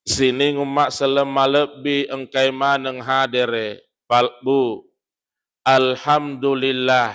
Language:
Buginese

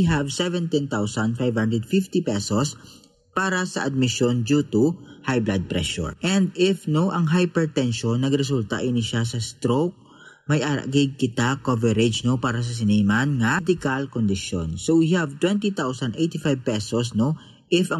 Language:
Hiligaynon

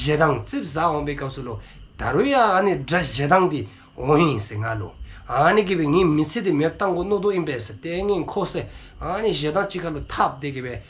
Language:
Dzongkha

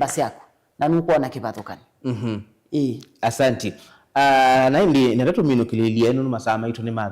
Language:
Kamba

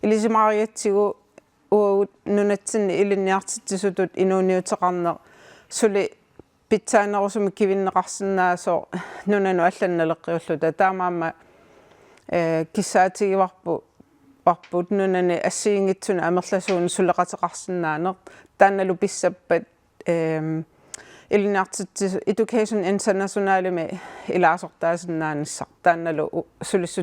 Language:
Kalaallisut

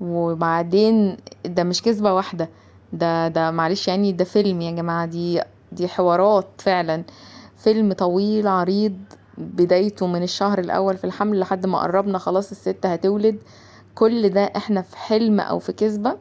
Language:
Egyptian Arabic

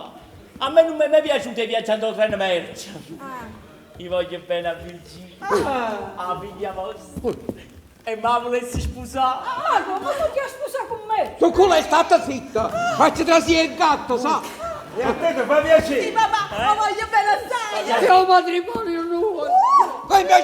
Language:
Neapolitan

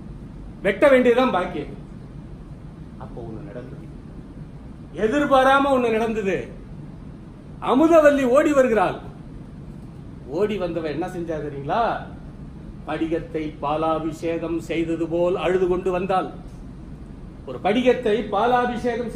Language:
Tamil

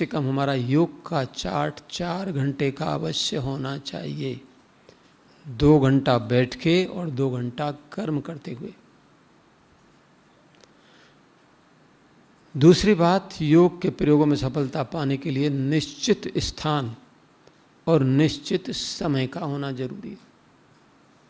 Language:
Hindi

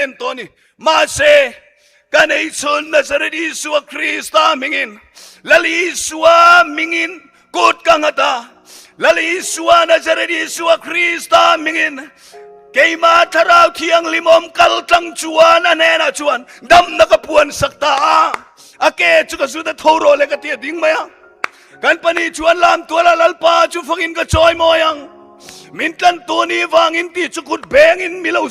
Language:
Mizo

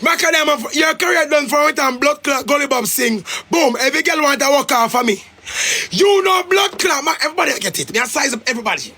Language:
Jamaican Creole English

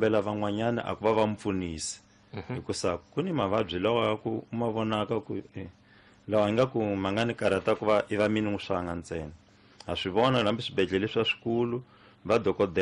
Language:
Tsonga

